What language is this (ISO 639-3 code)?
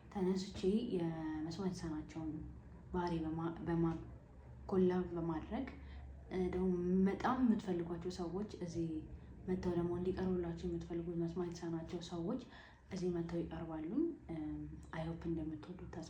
amh